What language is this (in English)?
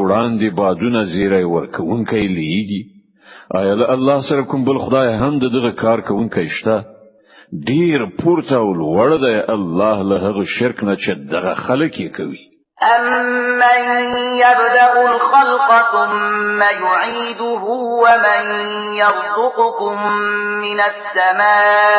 Pashto